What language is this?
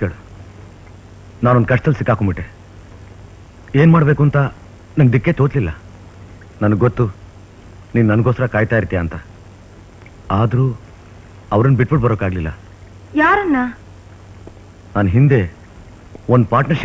Kannada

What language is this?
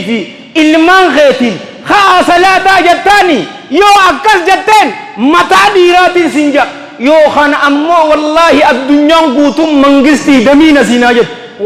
Oromo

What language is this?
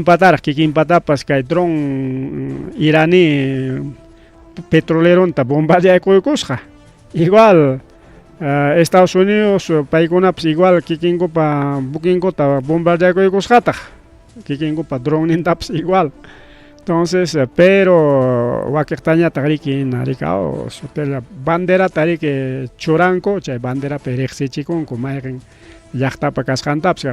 Ayacucho Quechua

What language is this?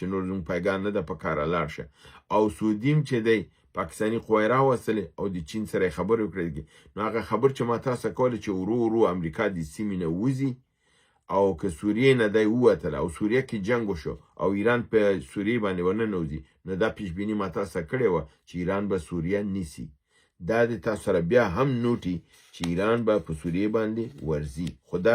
Pashto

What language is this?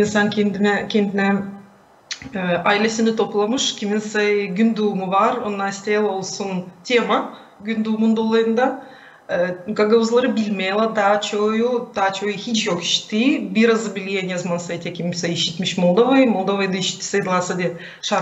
Gagauz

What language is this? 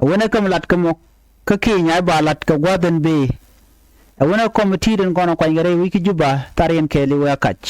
Nuer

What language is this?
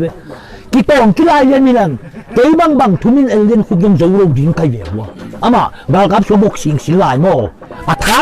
Tedim Chin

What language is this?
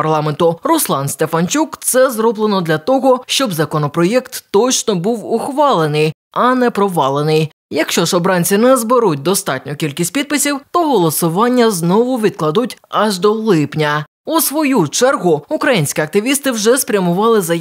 Ukrainian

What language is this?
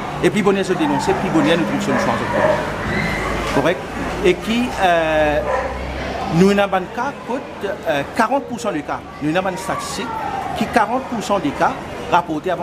Morisyen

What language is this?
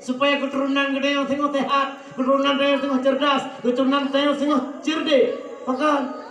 Achinese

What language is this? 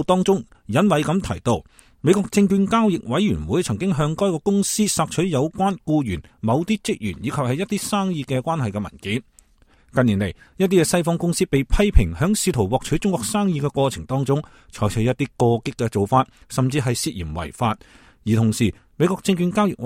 Cantonese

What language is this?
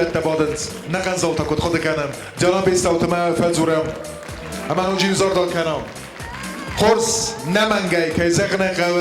Ossetic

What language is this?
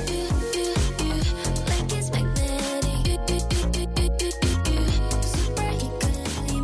Hebrew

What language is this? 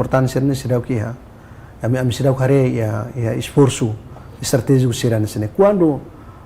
Tetum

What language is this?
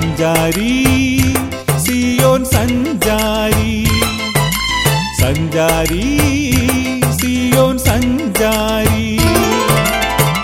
Malayalam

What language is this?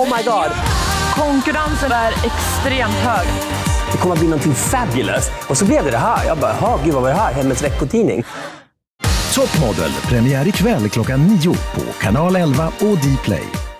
Swedish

